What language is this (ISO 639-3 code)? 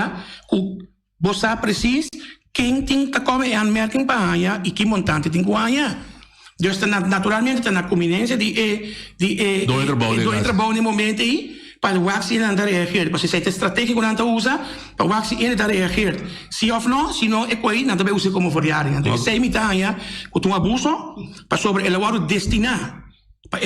pap